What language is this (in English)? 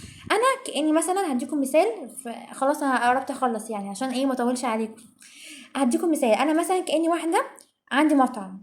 Egyptian Arabic